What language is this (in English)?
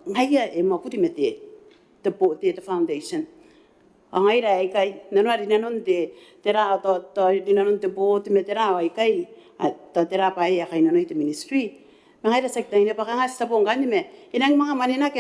Gilbertese